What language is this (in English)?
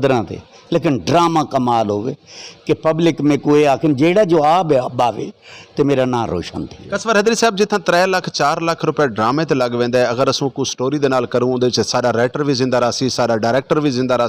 Saraiki